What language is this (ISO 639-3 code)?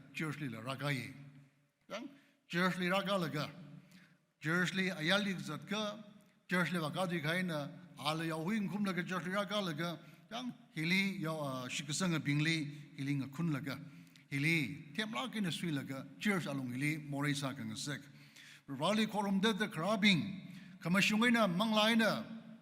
nmf